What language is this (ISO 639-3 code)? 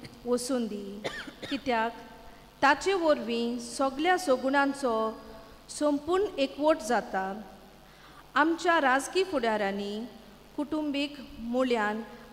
kok